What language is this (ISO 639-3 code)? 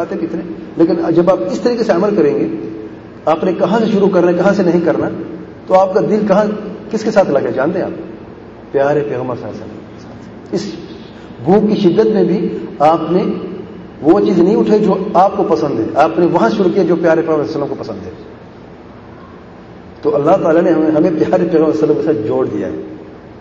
urd